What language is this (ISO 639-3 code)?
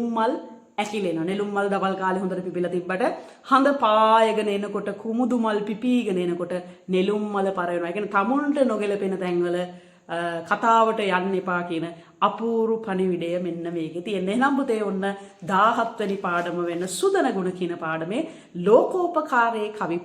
sin